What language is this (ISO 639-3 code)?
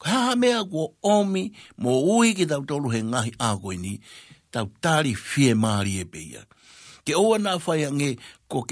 ton